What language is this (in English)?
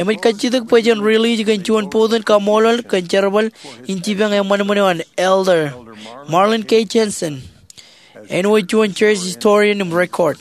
Marshallese